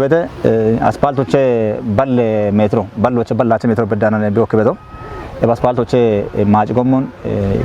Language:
Kafa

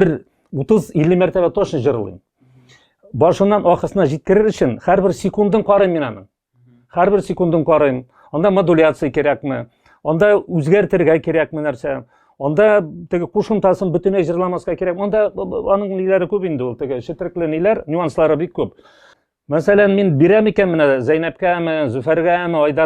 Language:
Tatar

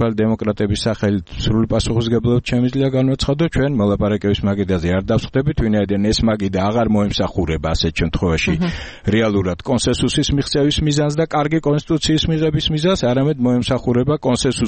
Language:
Georgian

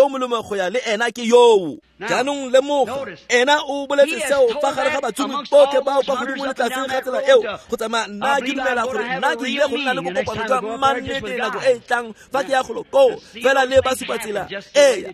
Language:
Tswana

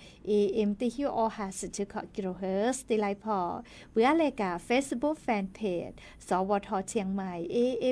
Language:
Lahu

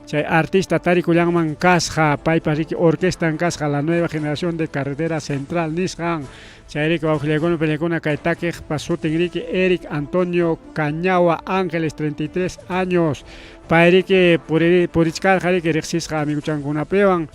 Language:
Ayacucho Quechua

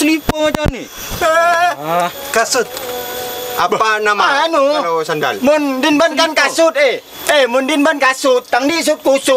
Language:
Madurese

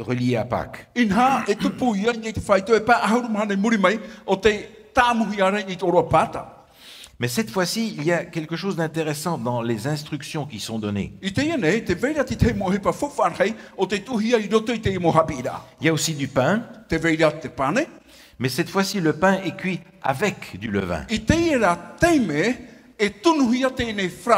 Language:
Tahitian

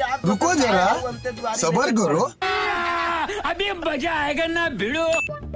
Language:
Chhattisgarhi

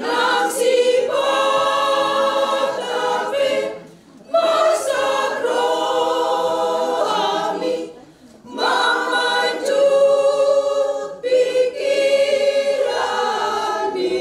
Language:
Batak Toba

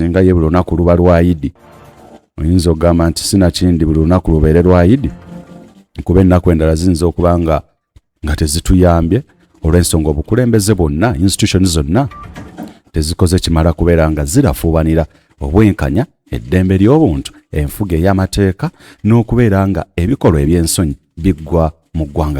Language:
Ganda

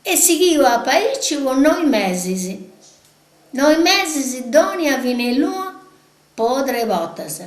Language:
Sardinian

